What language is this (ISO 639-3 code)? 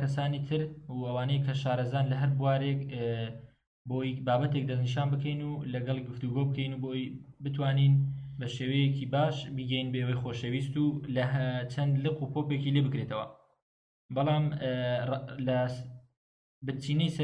ckb